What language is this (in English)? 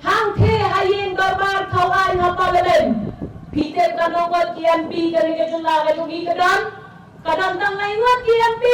Khasi